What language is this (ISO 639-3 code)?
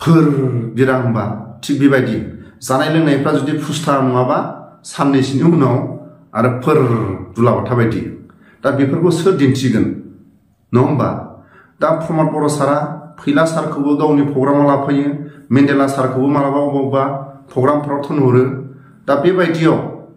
brx